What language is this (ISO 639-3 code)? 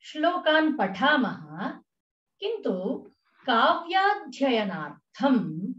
san